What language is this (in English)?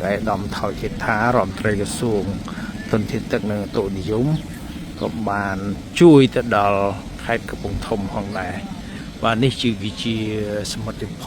Khmer